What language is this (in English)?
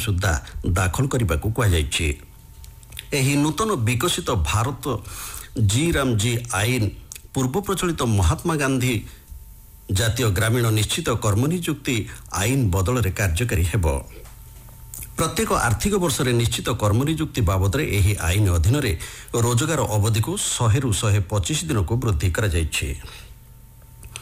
Odia